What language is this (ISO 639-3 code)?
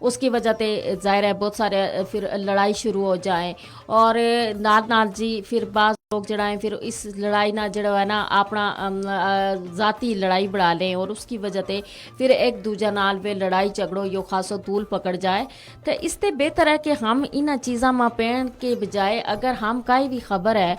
gju